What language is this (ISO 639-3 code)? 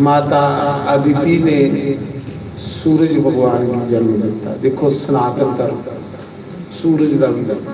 doi